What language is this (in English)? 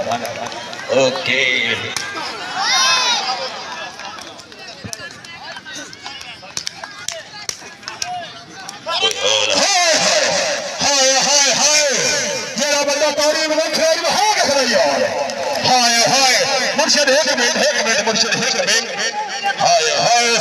Hindi